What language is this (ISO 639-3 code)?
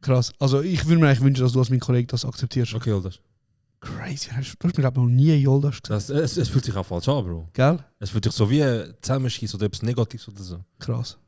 gsw